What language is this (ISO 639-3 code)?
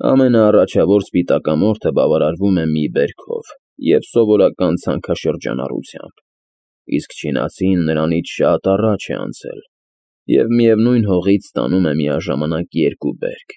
hye